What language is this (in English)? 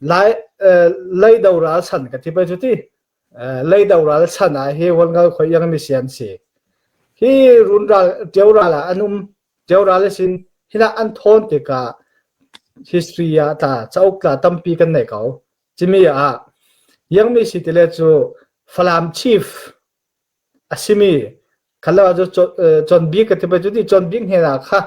Falam Chin